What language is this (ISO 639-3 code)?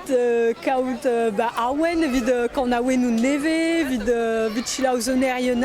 bre